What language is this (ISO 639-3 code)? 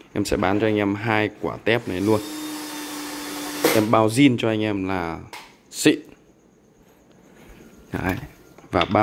vie